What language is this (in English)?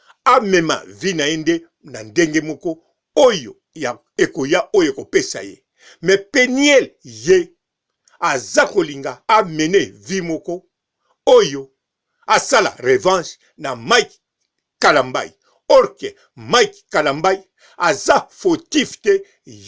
Lingala